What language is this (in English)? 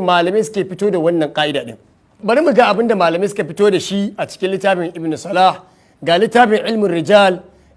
Hausa